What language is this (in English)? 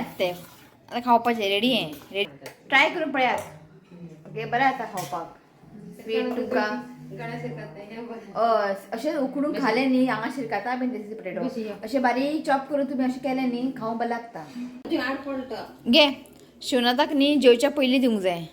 Konkani